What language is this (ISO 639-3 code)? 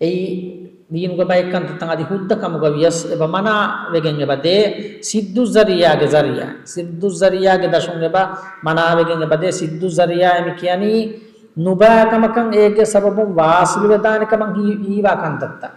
div